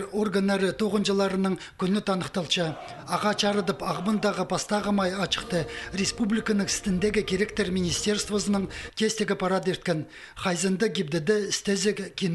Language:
Khakas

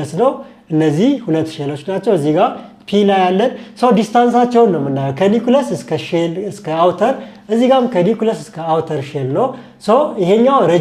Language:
Amharic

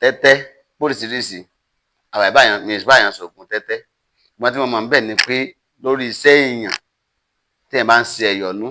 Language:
Yoruba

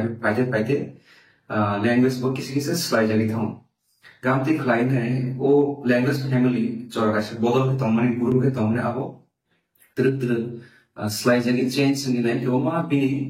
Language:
Kok Borok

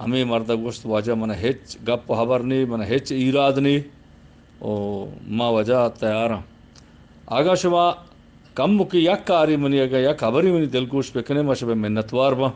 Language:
Eastern Balochi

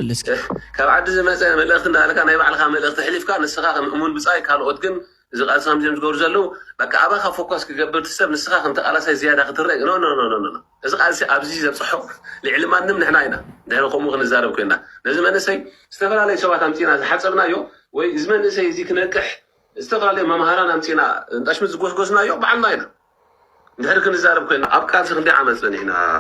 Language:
Tigrinya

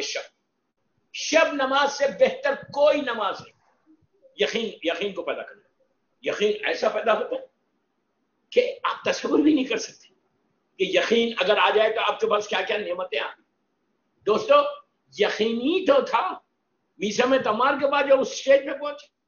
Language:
Urdu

